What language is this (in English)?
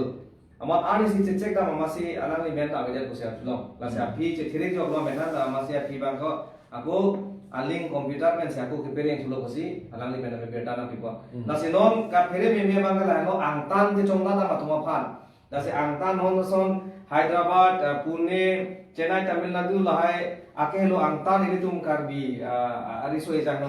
Karbi